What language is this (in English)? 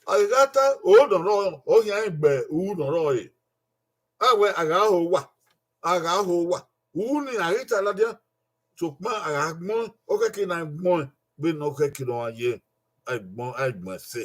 Bini